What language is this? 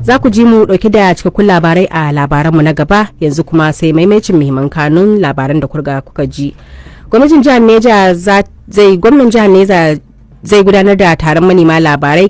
Hausa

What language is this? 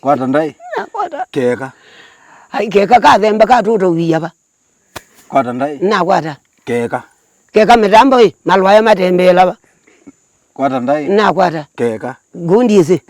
Kamba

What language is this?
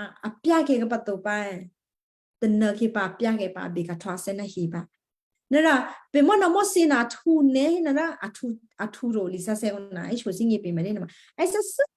Western Kayah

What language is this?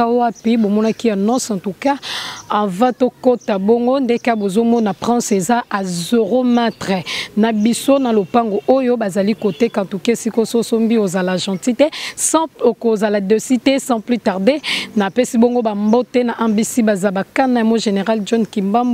Lingala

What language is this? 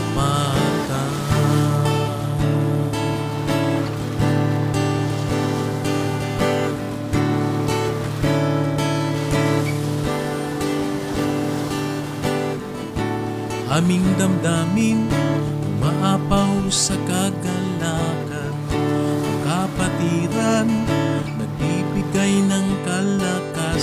Filipino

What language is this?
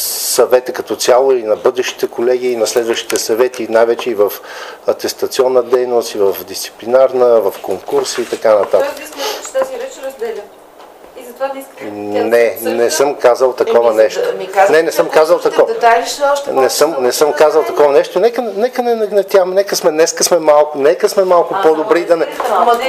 Bulgarian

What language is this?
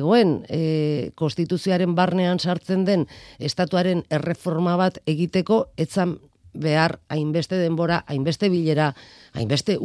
Basque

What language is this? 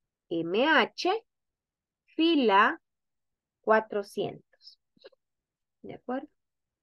Spanish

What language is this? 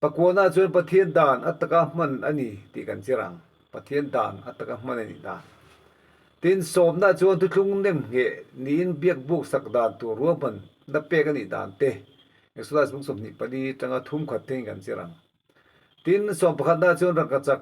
Mizo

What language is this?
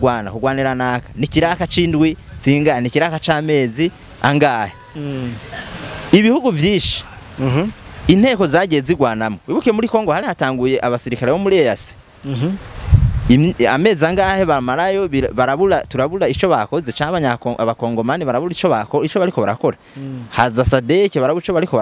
Rundi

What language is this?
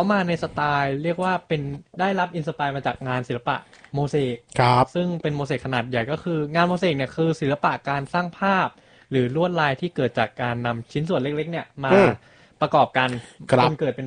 Thai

